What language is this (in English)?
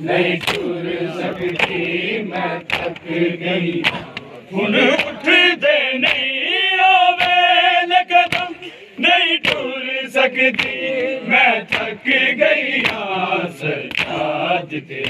Saraiki